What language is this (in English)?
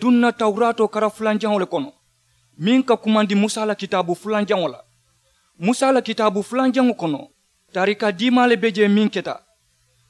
Mandingo